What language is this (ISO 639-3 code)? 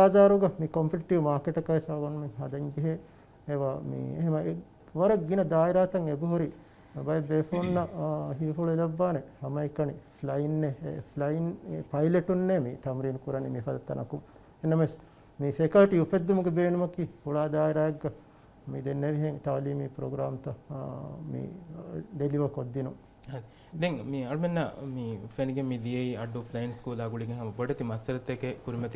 div